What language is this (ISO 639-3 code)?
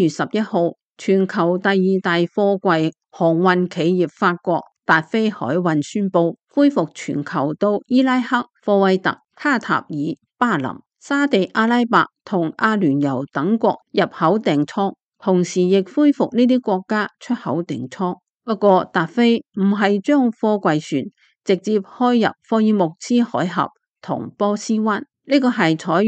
yue